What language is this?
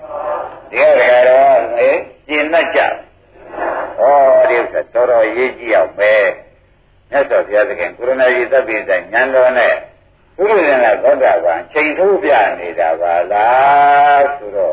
Burmese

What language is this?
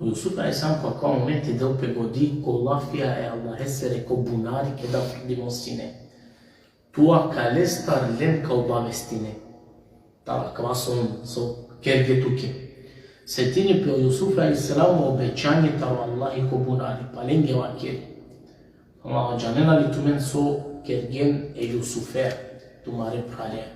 Balkan Romani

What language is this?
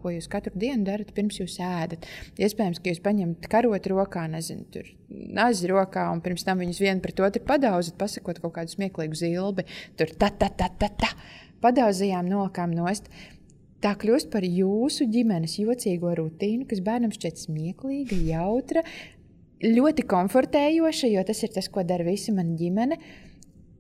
Latvian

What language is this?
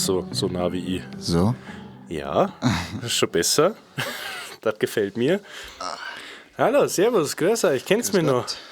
Bavarian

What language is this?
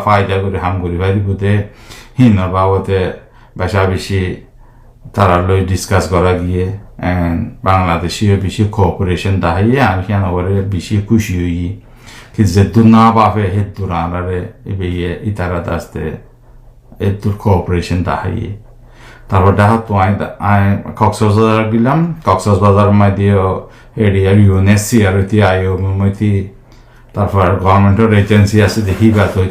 Rohingya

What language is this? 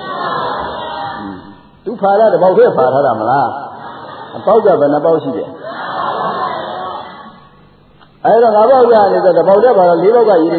Burmese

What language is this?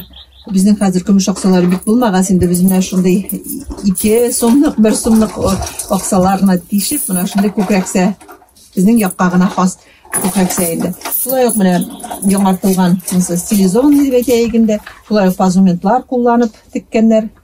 Bashkir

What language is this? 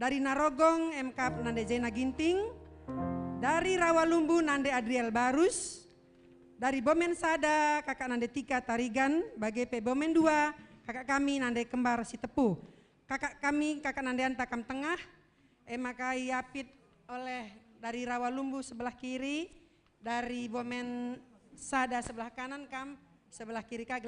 Batak Karo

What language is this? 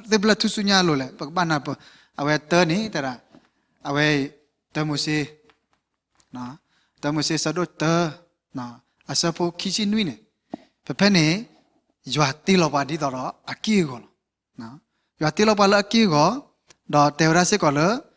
S'gaw Karen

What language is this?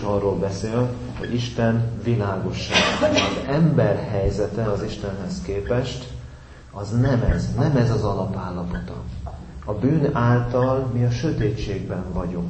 Hungarian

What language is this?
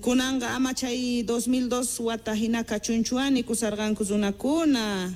South Bolivian Quechua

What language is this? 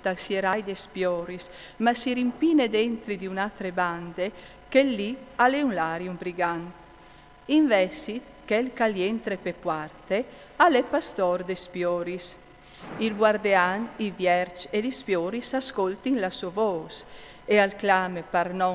Friulian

